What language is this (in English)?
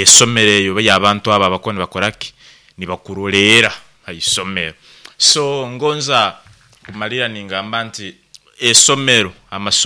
Nyankole